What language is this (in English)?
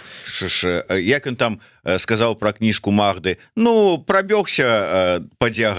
Belarusian